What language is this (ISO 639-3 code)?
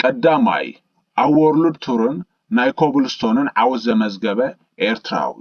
tir